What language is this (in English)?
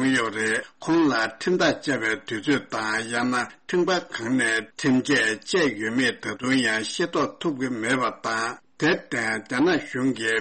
Tibetan